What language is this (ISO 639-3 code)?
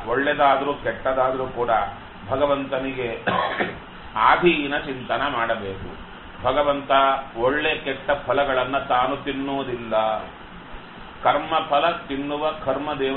kan